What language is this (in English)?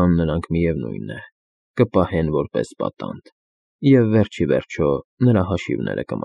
Armenian